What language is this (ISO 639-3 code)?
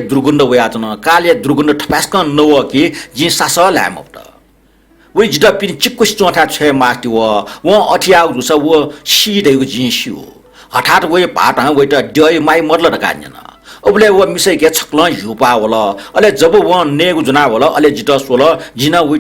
new